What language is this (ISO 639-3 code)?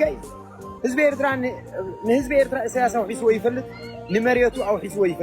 tir